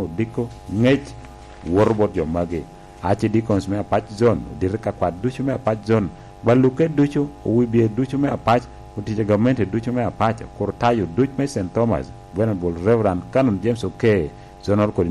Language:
Lango (Uganda)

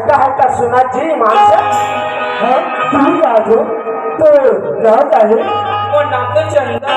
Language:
Chhattisgarhi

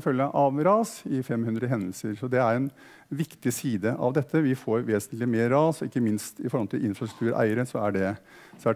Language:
Norwegian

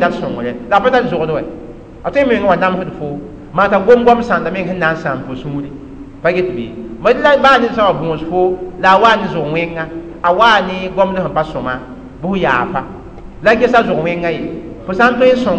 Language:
Mossi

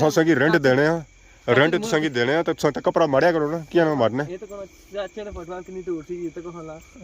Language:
Pahari-Potwari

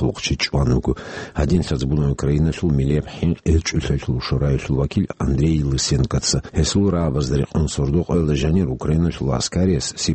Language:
Avaric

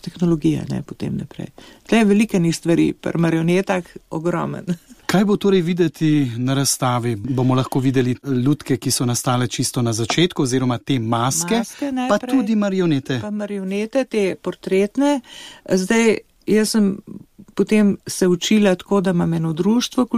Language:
Slovenian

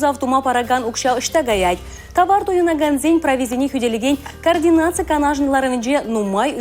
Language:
Chuvash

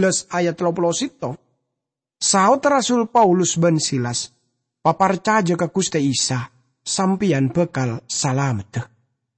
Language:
Madurese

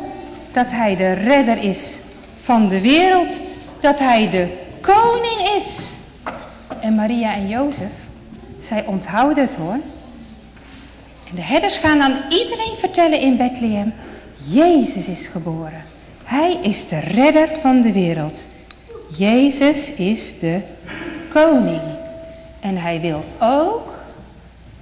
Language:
Dutch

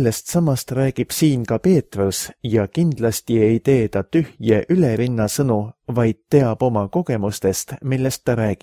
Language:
Estonian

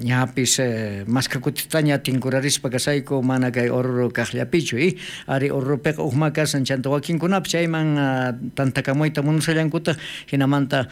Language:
South Bolivian Quechua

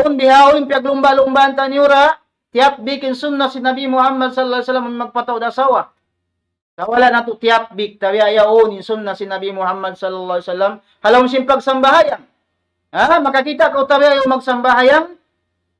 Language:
Tausug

